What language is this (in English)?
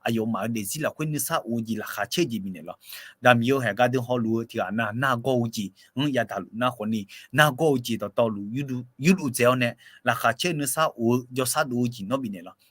Akha